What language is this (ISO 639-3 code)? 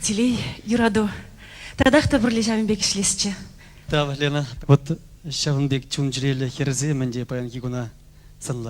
chv